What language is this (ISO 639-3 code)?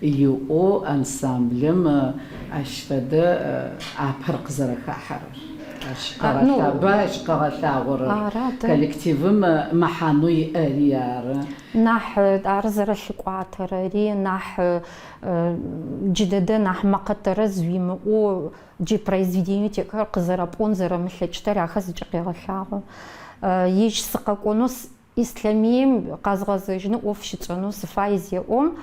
ady